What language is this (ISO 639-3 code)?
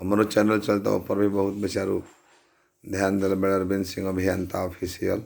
bho